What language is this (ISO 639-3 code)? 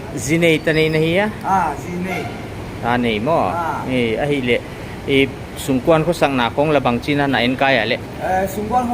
pck